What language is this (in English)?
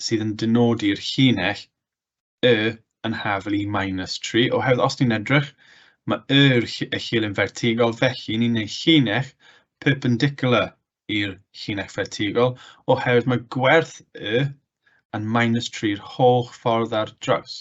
Welsh